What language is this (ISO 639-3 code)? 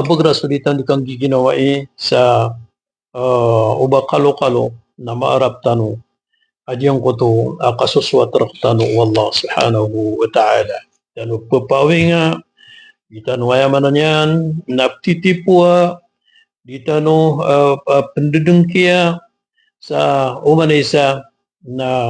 mrw